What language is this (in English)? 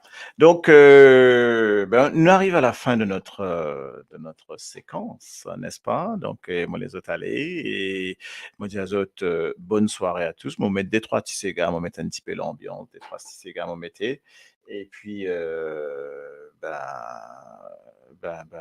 Morisyen